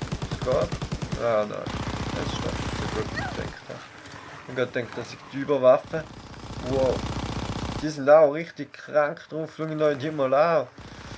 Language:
Swiss German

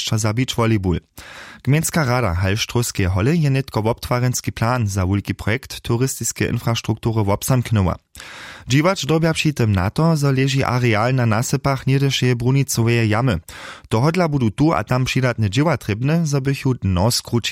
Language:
Upper Sorbian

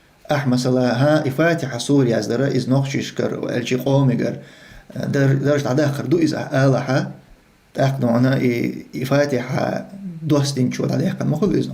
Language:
Chechen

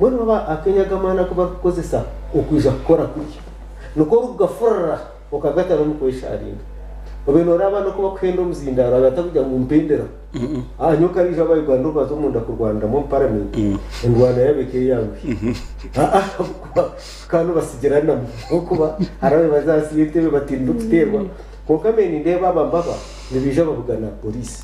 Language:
Nyankole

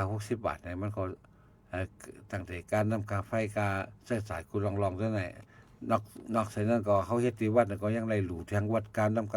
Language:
Shan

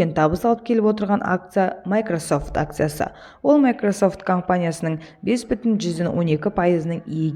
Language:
Kazakh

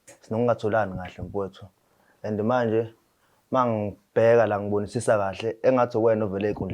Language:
Zulu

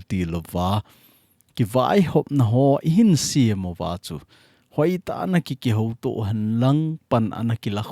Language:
Thado Chin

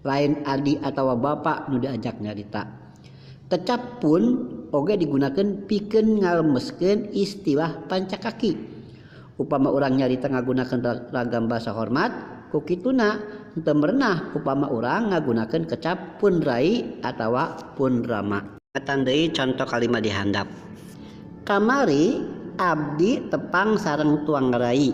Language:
Sundanese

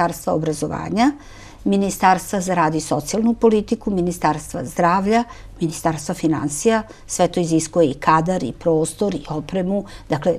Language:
Serbian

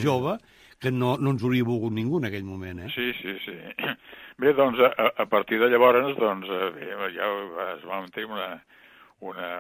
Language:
Catalan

